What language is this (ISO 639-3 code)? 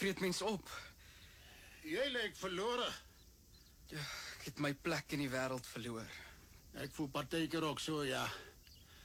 afr